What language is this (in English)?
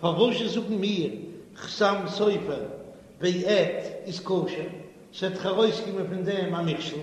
Yiddish